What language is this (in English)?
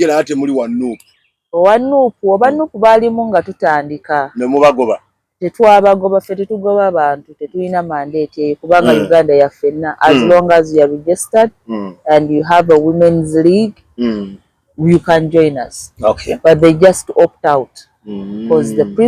Ganda